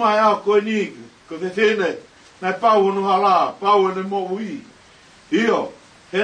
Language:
Tongan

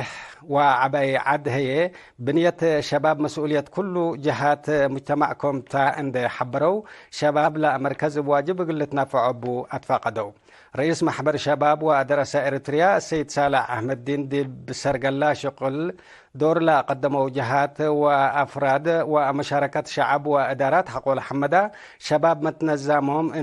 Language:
Tigre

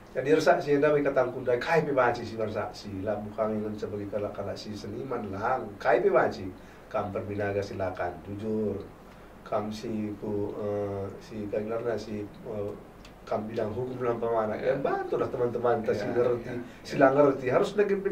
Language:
Batak Karo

